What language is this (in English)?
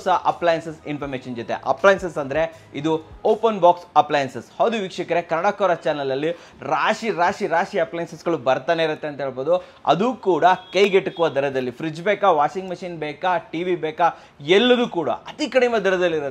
Kannada